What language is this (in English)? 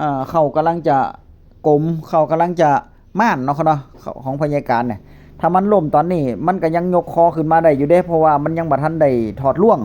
Northeastern Thai